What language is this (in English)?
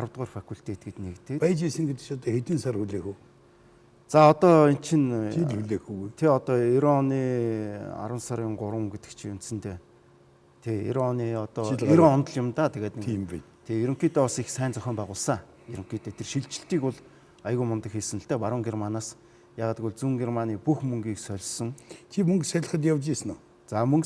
Mongolian